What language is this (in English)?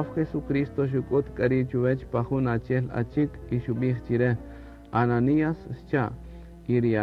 Kaqchikel